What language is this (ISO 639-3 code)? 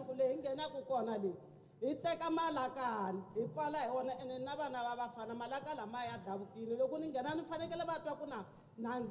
tso